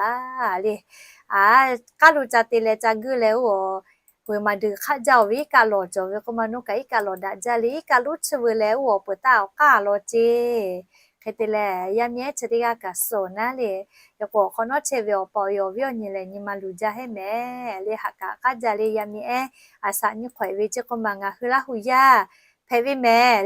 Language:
Lahu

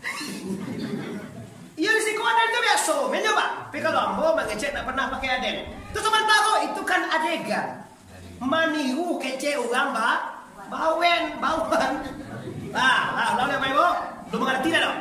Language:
Minangkabau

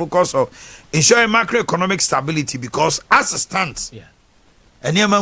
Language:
Akan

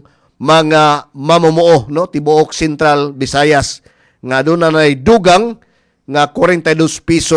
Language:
Cebuano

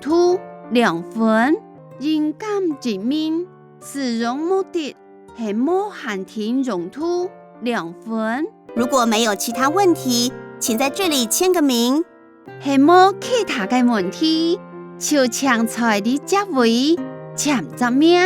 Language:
Hakka Chinese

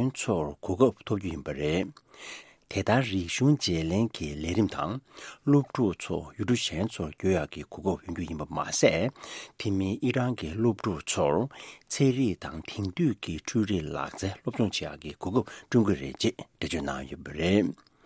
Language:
Tibetan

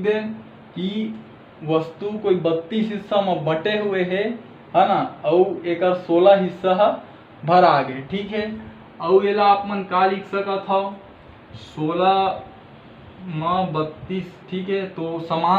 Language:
Chhattisgarhi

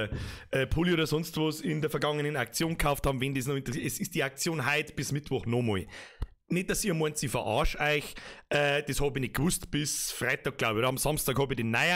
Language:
Bavarian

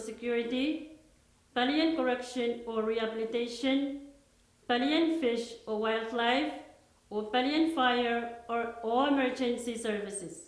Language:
Pohnpeian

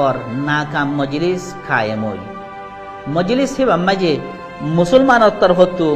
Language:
Rohingya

